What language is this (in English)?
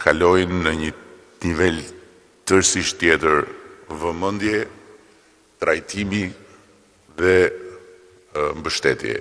Albanian